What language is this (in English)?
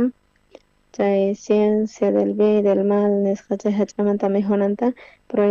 South Bolivian Quechua